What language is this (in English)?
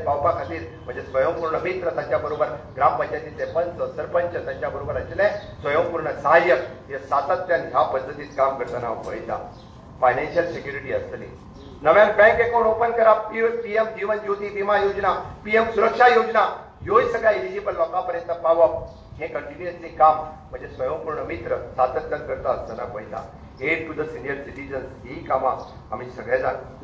Konkani